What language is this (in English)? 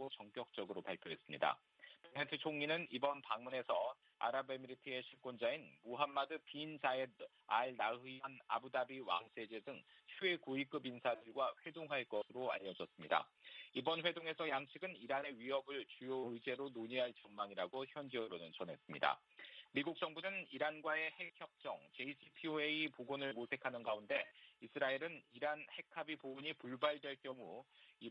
Korean